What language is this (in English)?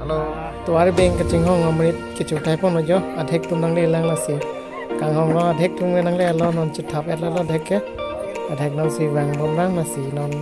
Karbi